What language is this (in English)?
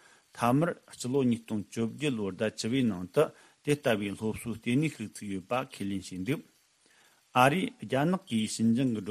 Tibetan